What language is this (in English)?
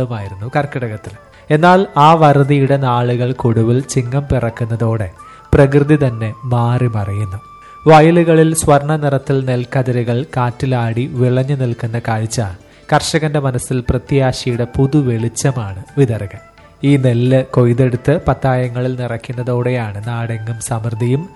Malayalam